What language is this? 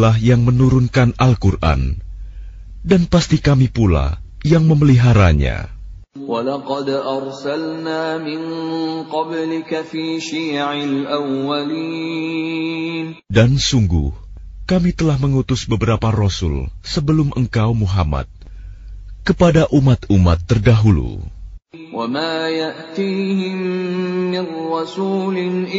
Indonesian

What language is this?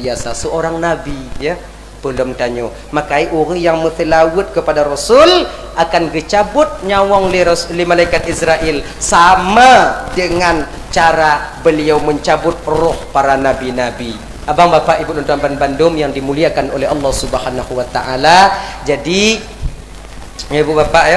Achinese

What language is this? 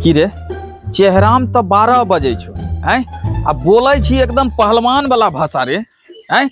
Angika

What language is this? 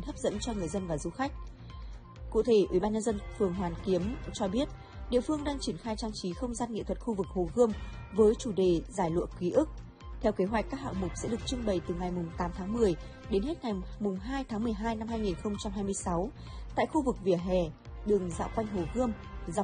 Vietnamese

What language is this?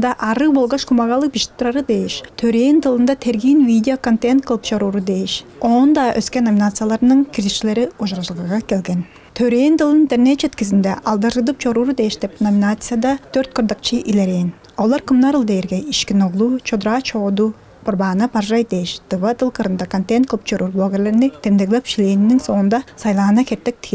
Tuvinian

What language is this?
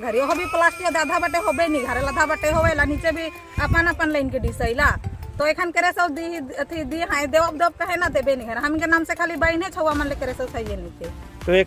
Sadri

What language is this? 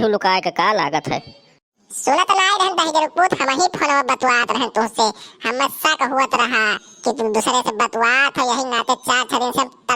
Awadhi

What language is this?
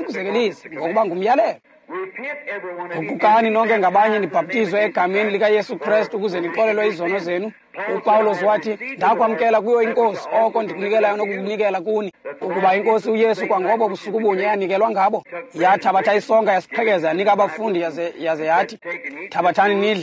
Xhosa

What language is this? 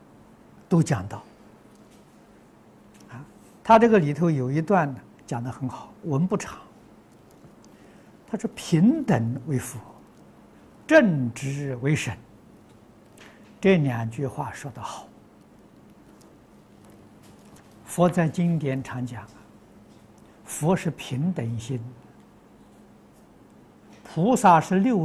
Chinese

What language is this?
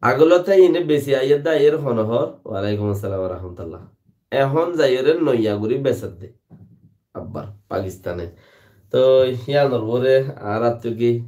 Rohingya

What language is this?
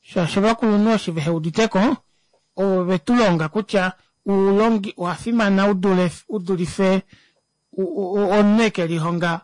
Kuanyama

